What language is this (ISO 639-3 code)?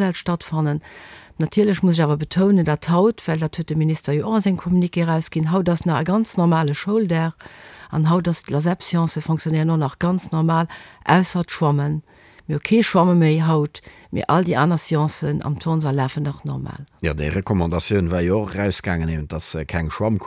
ltz